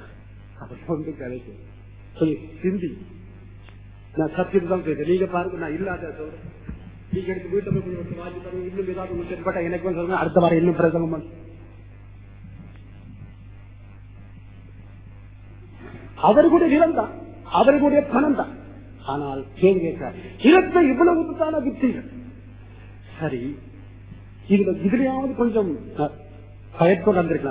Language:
Tamil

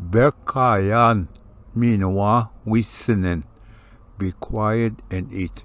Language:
Ojibwa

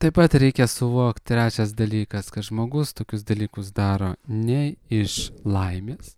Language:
Lithuanian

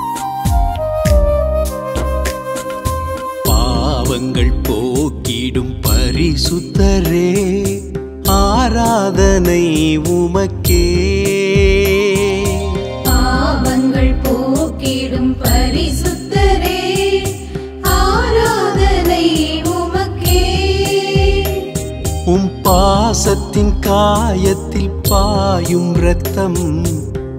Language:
Tamil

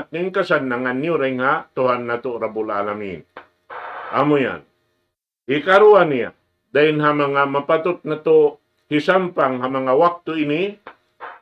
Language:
Tausug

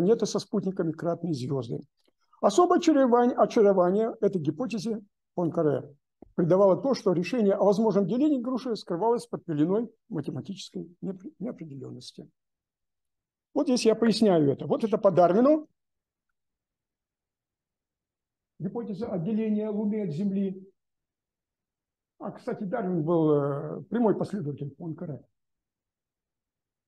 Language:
Russian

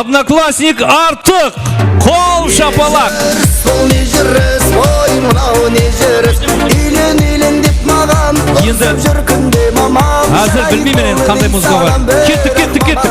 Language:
Kara-Kalpak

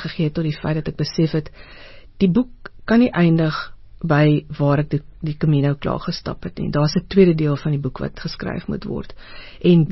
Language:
Afrikaans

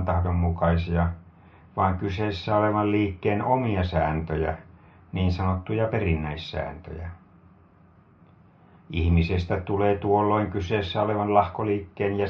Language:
Finnish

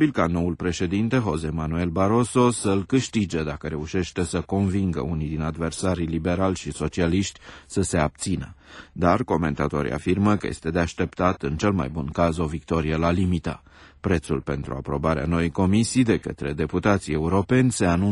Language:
Romanian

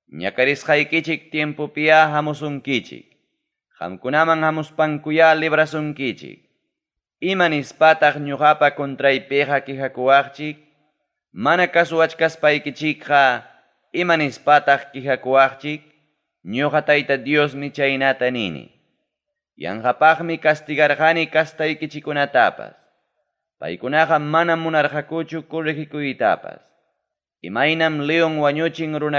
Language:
Ayacucho Quechua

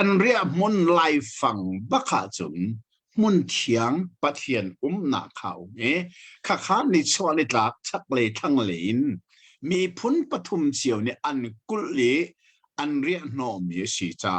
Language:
Hakha Chin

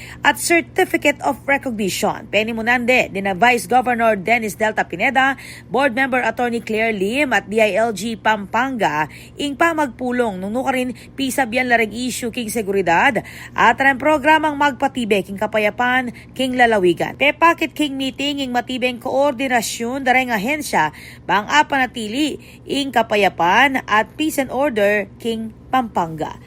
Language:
Pampanga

